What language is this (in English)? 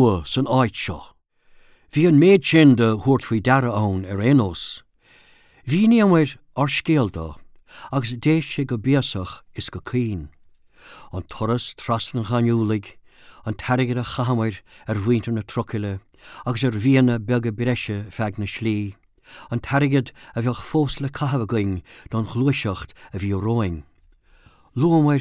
Irish